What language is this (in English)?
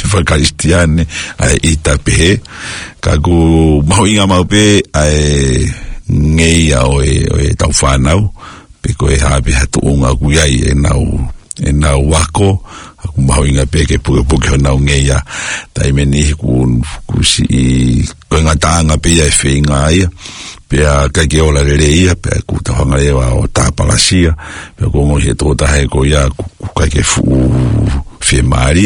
Tongan